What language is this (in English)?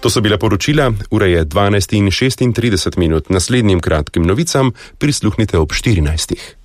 Slovenian